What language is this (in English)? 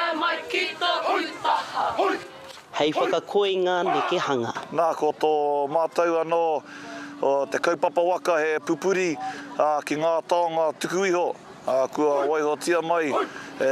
Māori